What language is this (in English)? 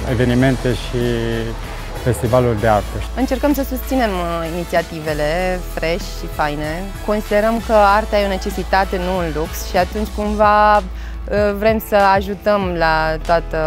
Romanian